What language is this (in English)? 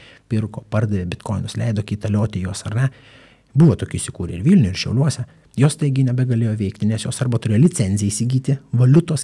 Lithuanian